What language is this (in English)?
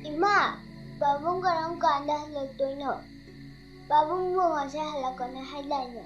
Manipuri